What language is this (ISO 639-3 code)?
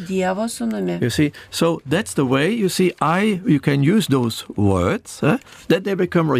lit